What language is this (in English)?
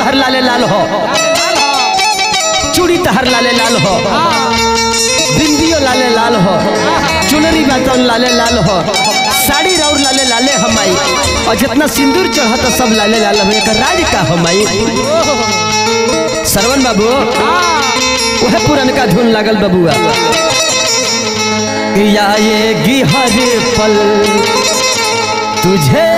Bhojpuri